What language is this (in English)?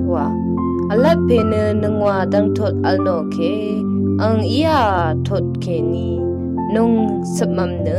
Rawang